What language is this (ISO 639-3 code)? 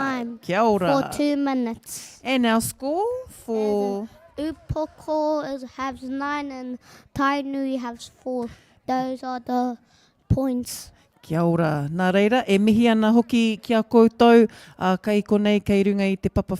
mri